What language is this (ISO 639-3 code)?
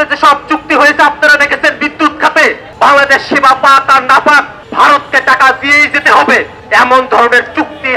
ben